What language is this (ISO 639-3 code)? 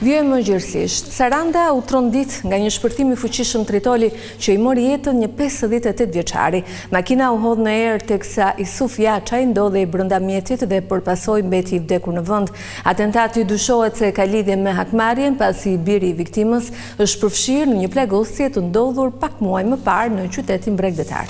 sqi